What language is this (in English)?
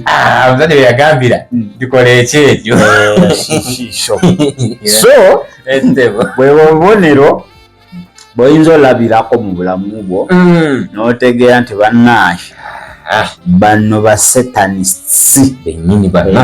Ganda